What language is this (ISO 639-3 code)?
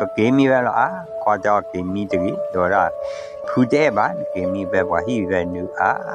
ksw